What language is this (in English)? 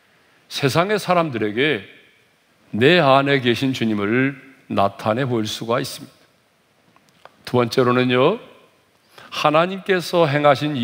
Korean